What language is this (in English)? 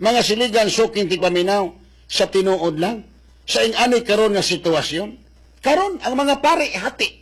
Cebuano